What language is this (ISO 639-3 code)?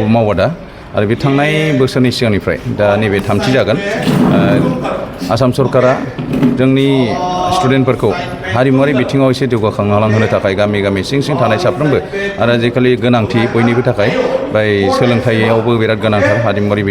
brx